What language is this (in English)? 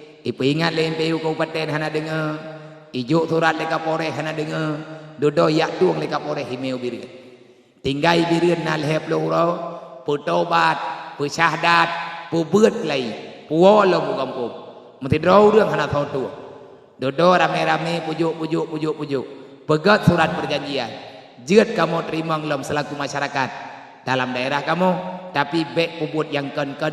Achinese